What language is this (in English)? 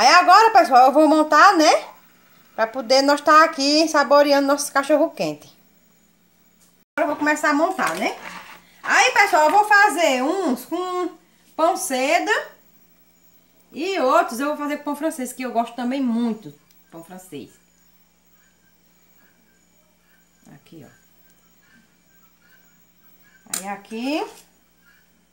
Portuguese